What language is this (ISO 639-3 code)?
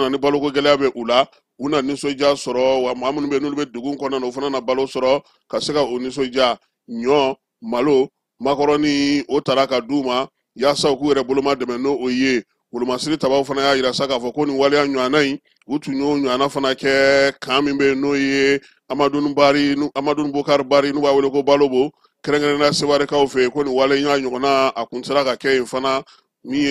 bam